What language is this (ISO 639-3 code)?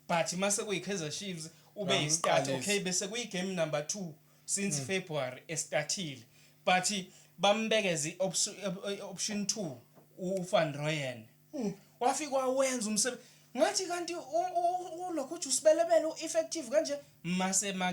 zul